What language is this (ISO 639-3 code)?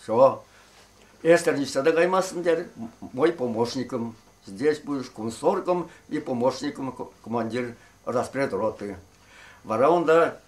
chv